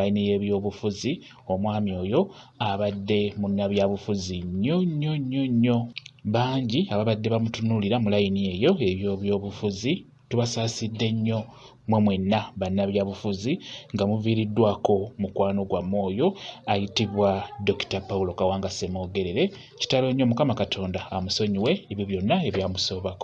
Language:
Ganda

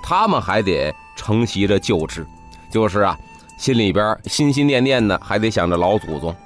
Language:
Chinese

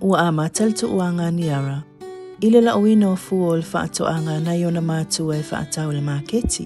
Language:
Samoan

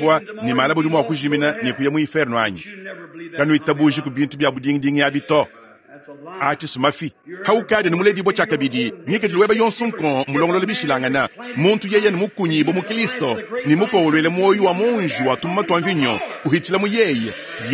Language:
Luba-Lulua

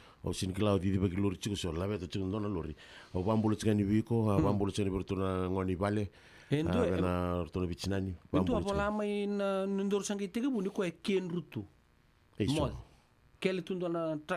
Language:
Fijian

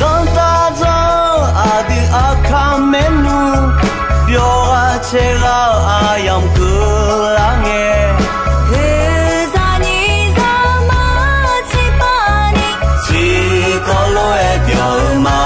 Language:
Akha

